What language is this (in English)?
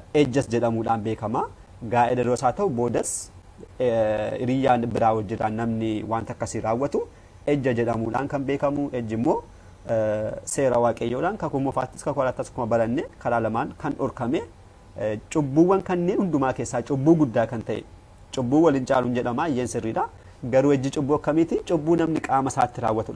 Oromo